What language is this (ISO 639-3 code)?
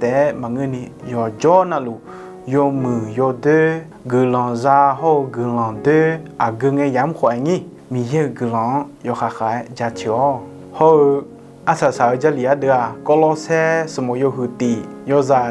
ahk